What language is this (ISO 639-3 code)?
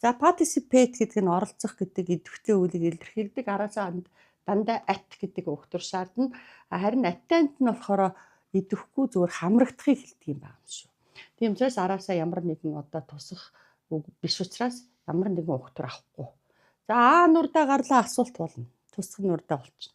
mon